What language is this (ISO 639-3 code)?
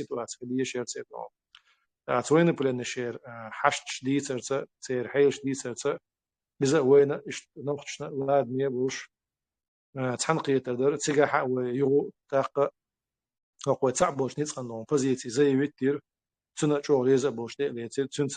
che